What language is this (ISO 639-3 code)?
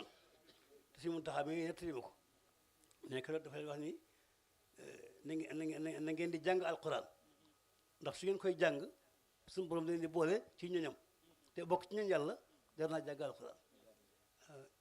wol